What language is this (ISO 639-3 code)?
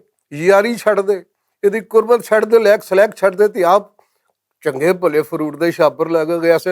lah